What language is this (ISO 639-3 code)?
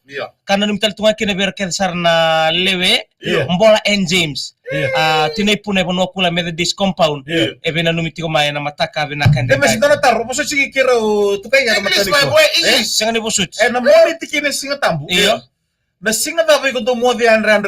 fij